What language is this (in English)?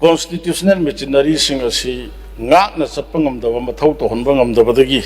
Manipuri